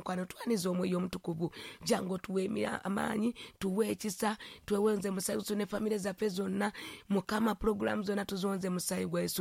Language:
Ganda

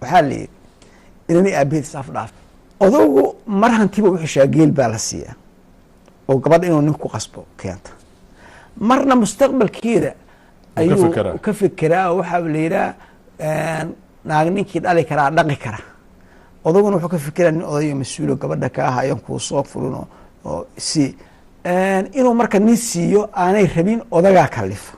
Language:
Somali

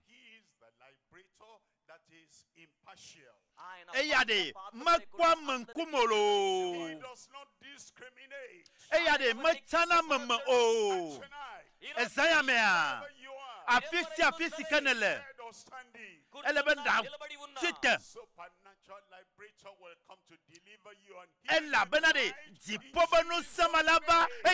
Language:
Ewe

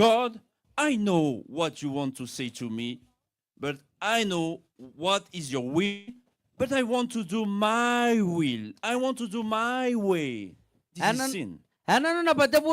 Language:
Gilbertese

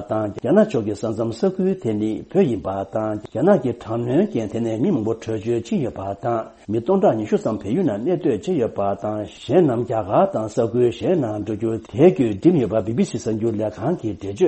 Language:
Tibetan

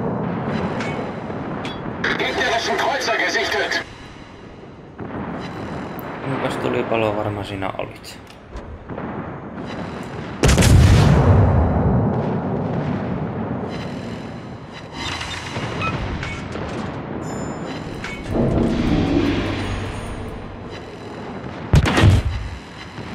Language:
Finnish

